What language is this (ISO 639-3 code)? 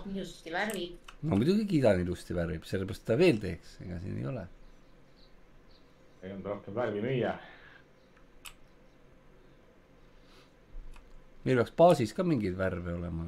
est